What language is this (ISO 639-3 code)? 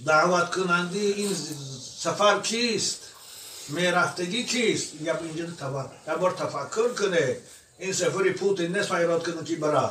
tgk